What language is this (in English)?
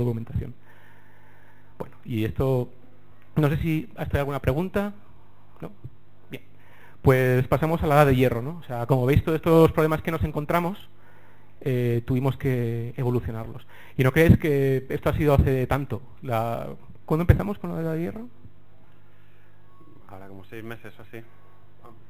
Spanish